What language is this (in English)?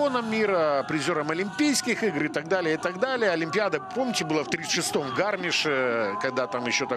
Russian